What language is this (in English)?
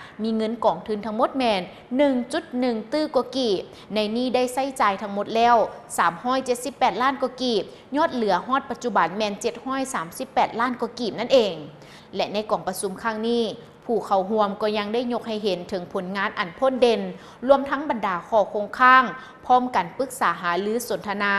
Lao